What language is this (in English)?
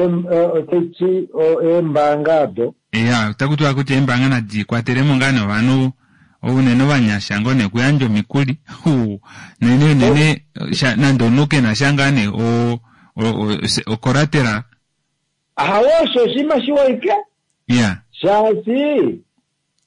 Kuanyama